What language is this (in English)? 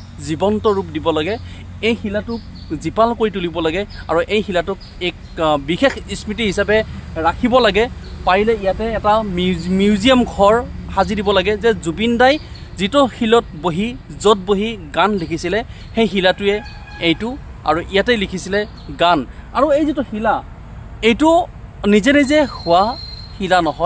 Assamese